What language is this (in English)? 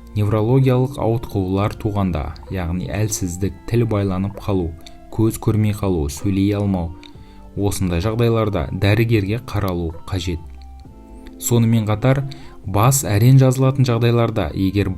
Kazakh